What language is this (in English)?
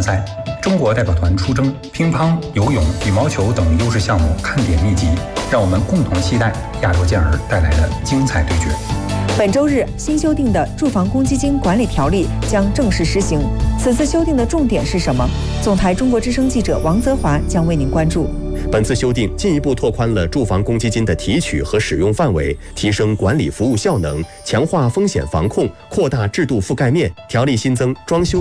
Chinese